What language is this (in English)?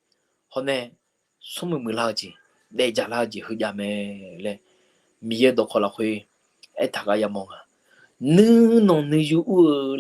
Akha